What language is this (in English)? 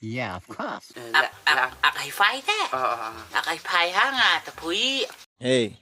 Khasi